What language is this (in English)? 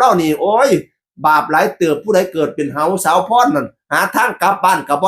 Northeastern Thai